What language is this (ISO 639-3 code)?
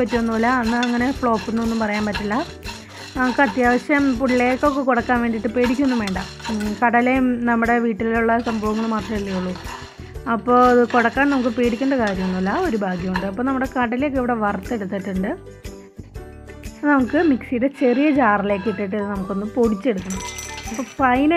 mal